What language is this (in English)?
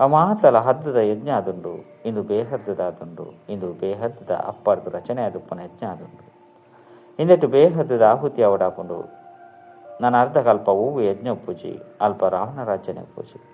Tulu